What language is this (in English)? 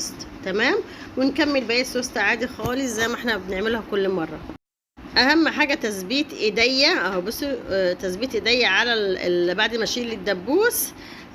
Egyptian Arabic